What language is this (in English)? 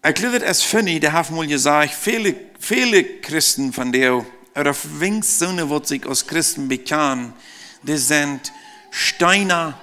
Plautdietsch